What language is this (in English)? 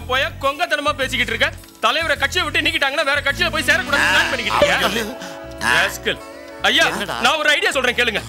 Tamil